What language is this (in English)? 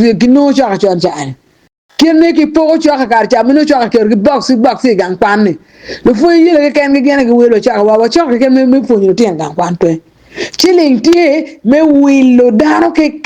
Acoli